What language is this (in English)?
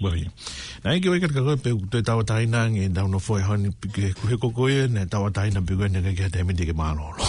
Tongan